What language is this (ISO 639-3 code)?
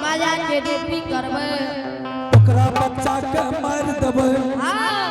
anp